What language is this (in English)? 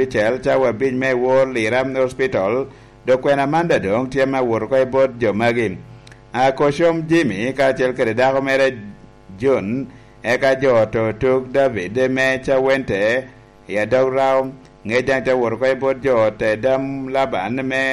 Lango (Uganda)